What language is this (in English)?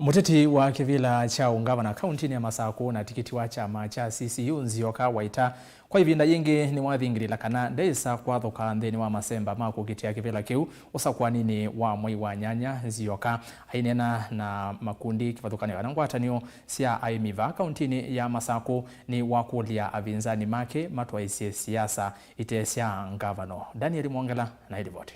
Kamba